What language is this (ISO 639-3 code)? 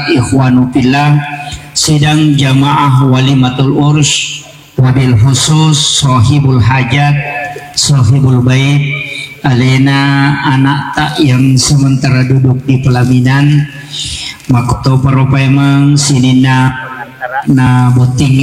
bug